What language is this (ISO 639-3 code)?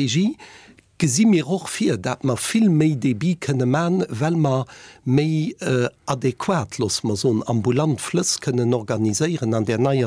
ltz